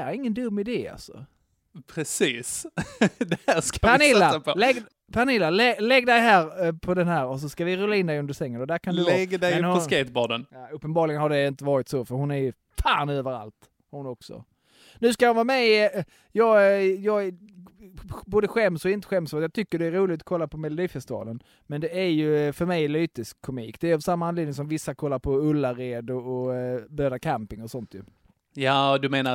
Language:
Swedish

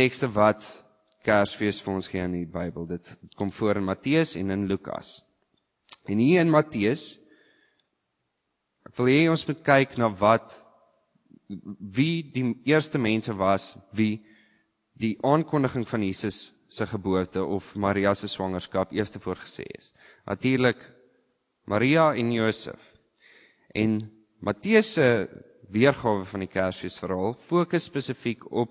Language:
Afrikaans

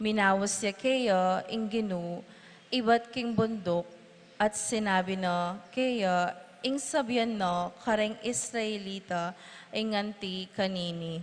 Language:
Pampanga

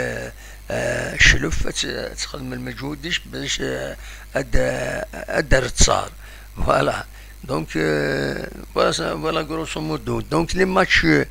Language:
Kabyle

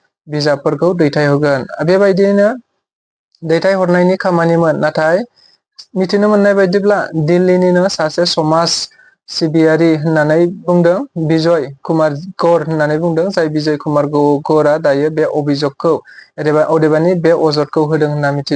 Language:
Bodo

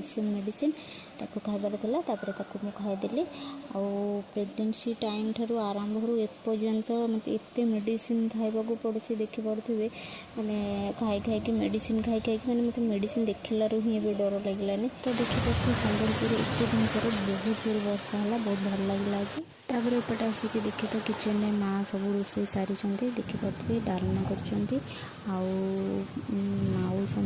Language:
Odia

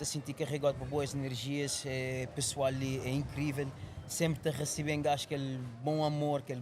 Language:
Kabuverdianu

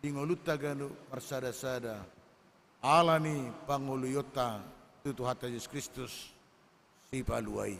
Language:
Batak Toba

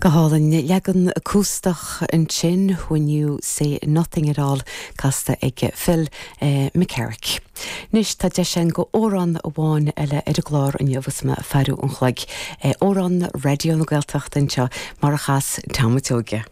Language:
Irish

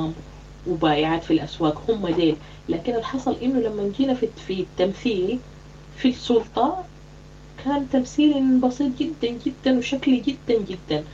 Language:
Sudanese Arabic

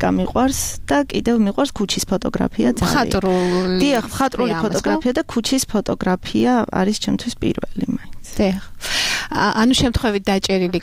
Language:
Georgian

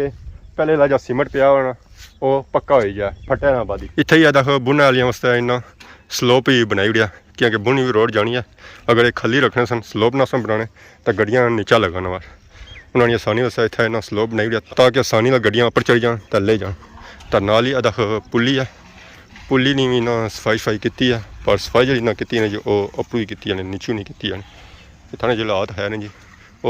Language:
Pahari-Potwari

